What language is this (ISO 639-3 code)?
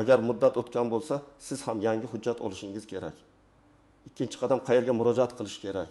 uzb